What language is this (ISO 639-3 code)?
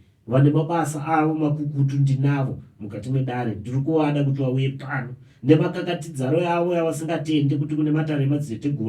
sna